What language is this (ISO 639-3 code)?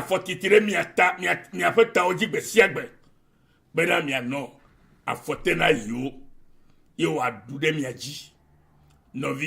ewe